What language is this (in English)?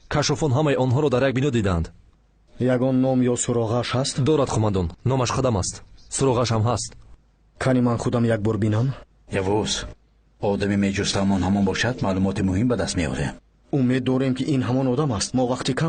Tajik